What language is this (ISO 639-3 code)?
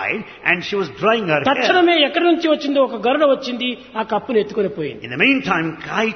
tel